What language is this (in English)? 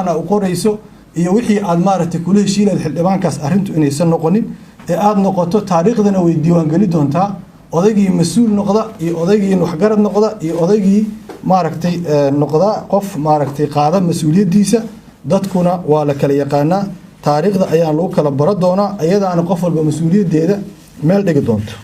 Somali